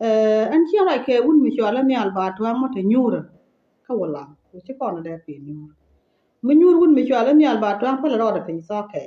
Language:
Nuer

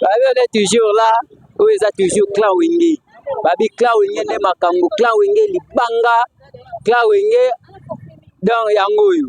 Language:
Lingala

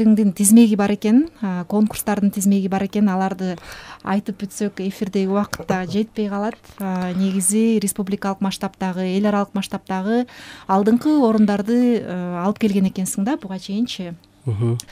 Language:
Kyrgyz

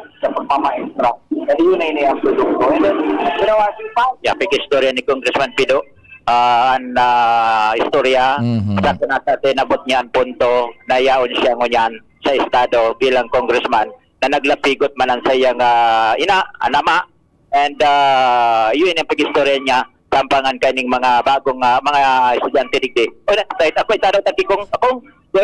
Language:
Bikol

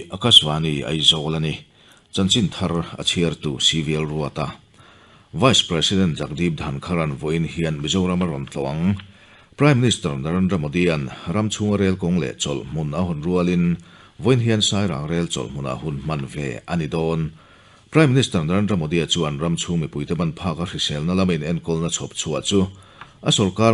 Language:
Mizo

